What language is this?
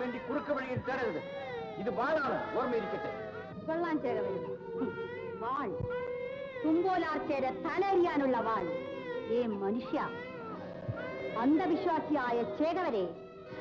Malayalam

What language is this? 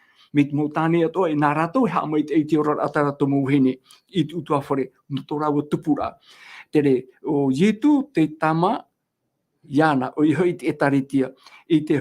Tahitian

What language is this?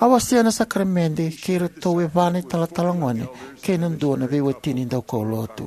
Fijian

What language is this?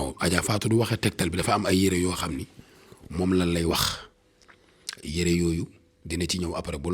Wolof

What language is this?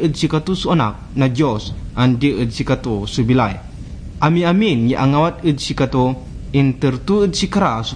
Pangasinan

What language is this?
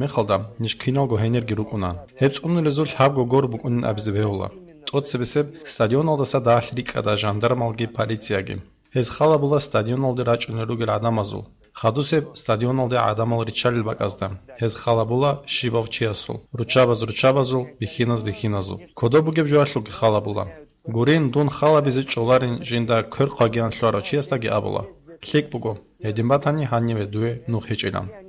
Avaric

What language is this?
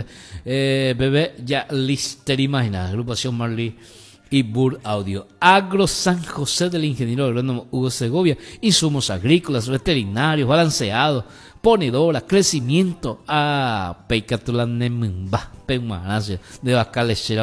Spanish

